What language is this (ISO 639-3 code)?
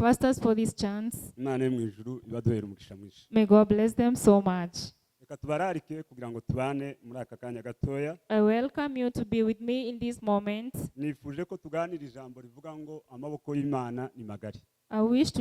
kin